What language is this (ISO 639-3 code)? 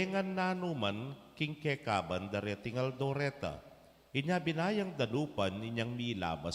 pam